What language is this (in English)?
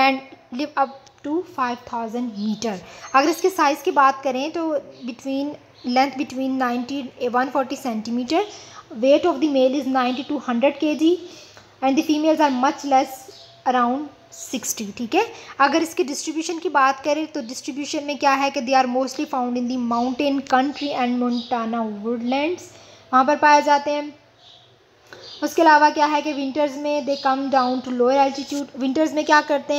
Hindi